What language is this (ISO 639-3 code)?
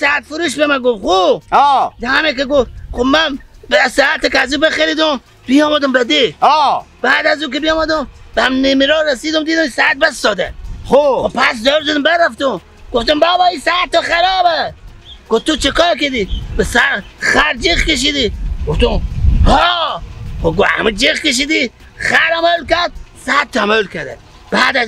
fas